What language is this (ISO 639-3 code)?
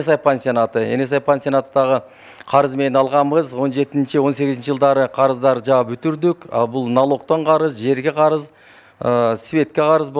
kir